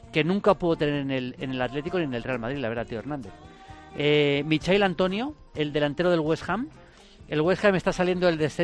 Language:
Spanish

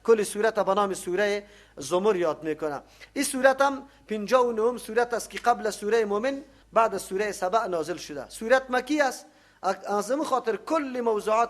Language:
Persian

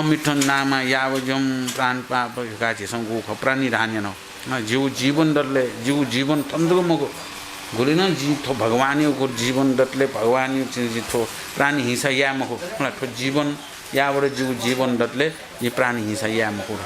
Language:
Newari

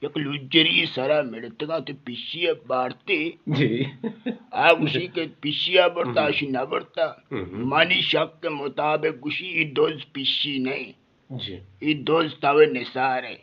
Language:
Eastern Balochi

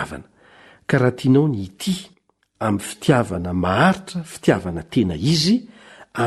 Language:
Malagasy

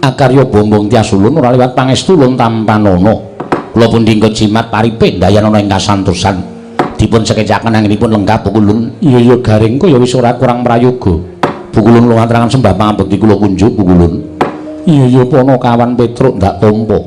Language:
Javanese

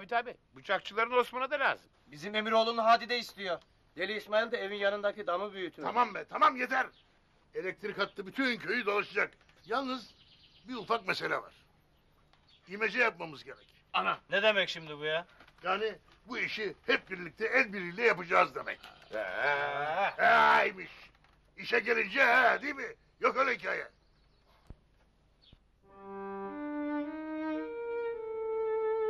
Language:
Turkish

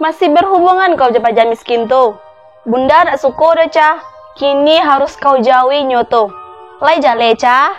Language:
Minangkabau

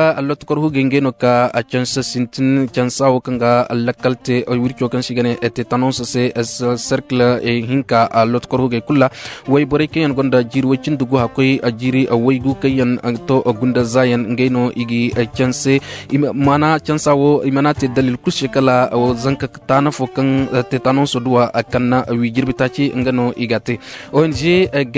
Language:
Koyraboro Senni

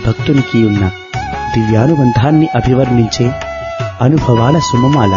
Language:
Telugu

